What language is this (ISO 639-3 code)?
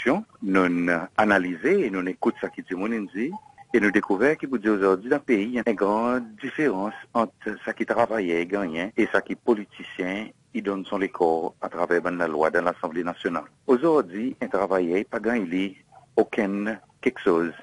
crs